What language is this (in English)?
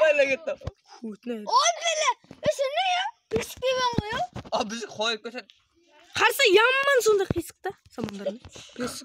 Kara-Kalpak